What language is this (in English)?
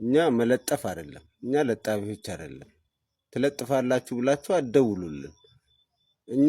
Amharic